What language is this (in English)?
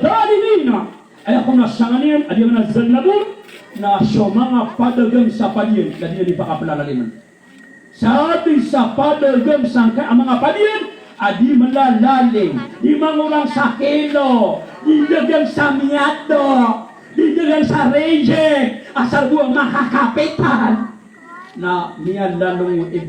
Maranao